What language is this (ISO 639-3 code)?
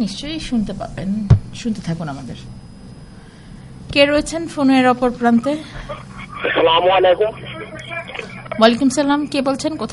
ben